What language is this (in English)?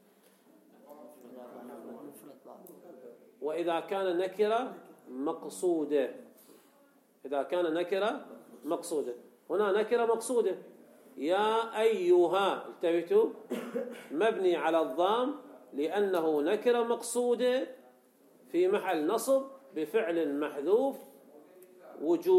Arabic